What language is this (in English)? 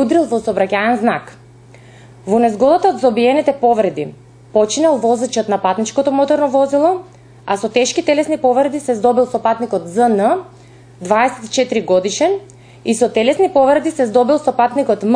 Macedonian